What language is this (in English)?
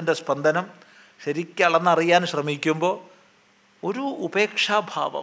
Malayalam